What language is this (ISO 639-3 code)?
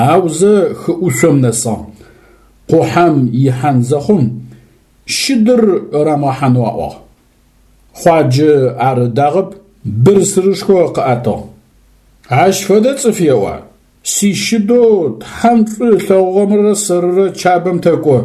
ady